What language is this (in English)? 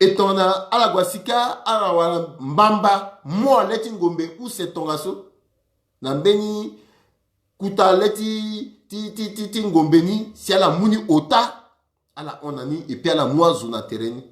Sango